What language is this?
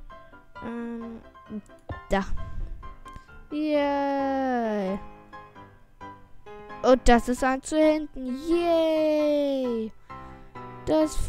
German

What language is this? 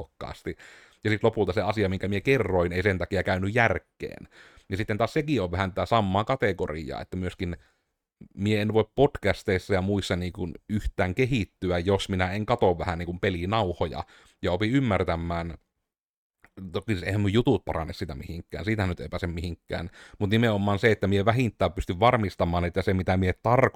Finnish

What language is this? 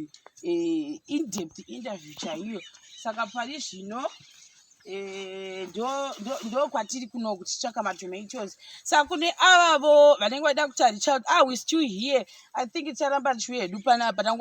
Shona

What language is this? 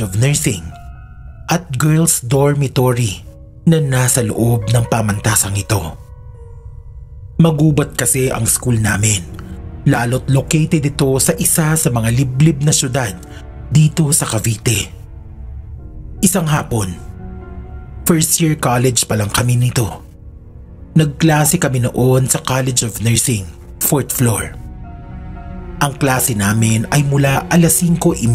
Filipino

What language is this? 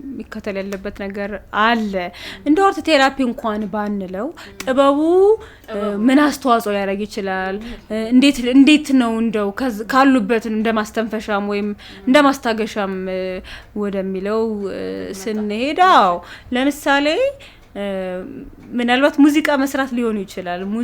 Amharic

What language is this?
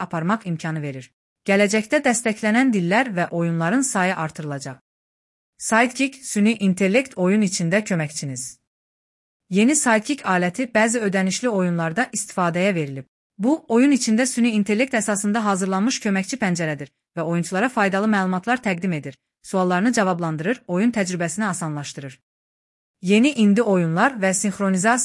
Azerbaijani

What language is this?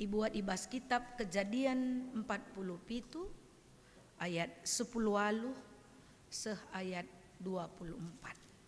Batak Karo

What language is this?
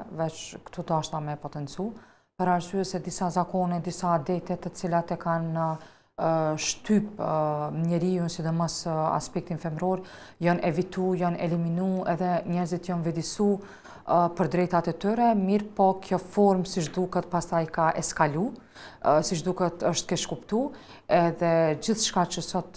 Albanian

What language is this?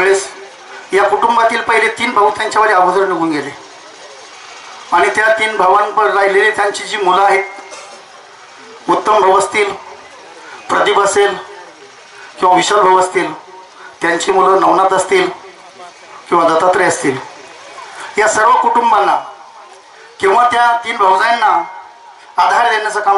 Marathi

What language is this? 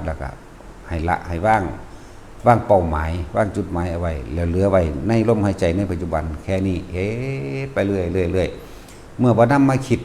Northeastern Thai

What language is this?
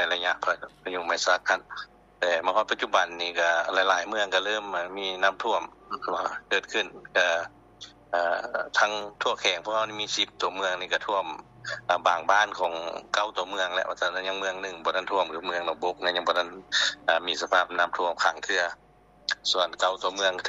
Lao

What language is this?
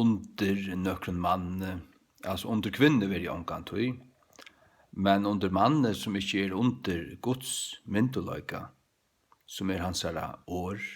Faroese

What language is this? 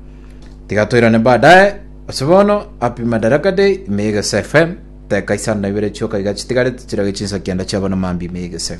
Gusii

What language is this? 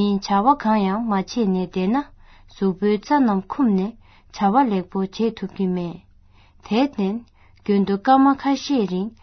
Tibetan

